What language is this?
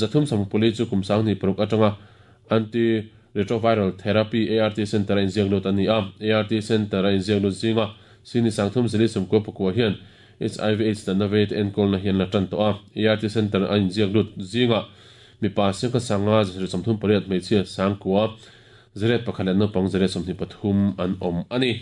Mizo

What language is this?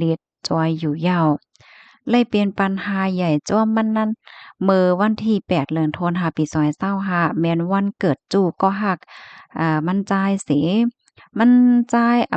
Shan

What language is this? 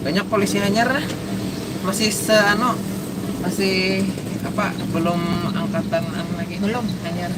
Banjar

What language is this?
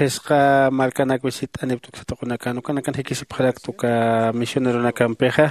Aymara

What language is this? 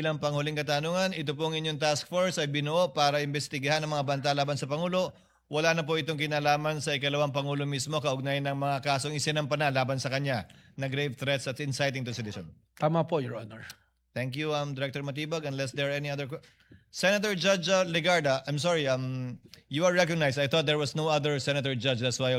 Filipino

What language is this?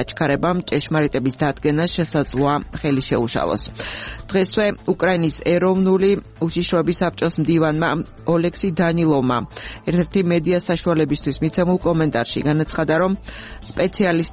Georgian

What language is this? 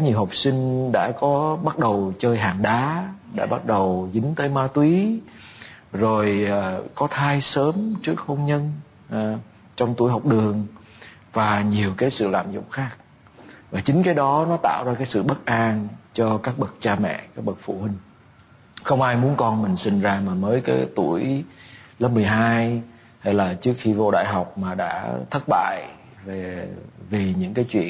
Vietnamese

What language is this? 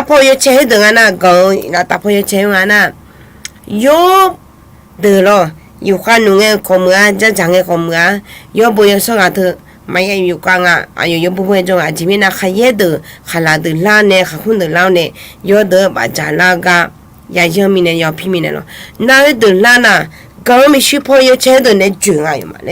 Akha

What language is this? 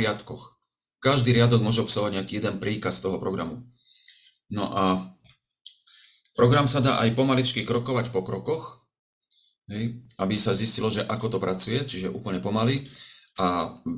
Slovak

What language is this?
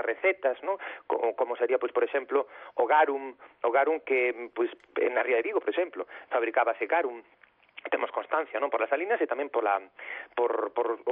Galician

